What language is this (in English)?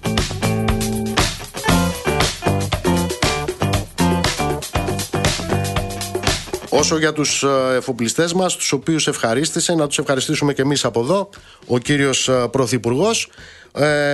Greek